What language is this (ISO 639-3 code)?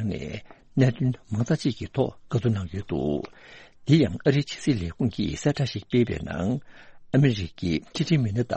bod